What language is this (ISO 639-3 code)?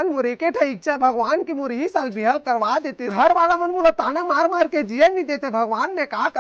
hne